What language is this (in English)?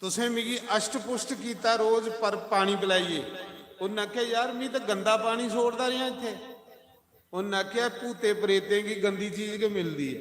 Dogri